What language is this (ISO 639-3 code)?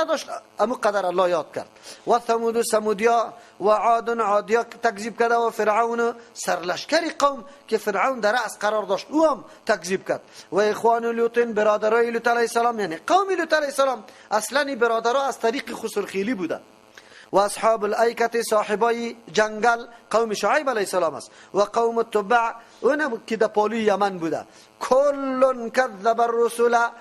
fas